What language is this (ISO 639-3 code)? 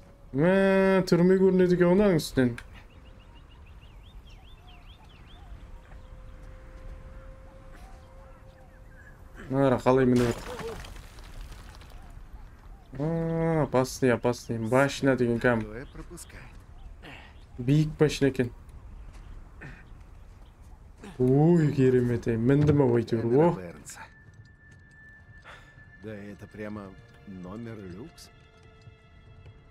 kaz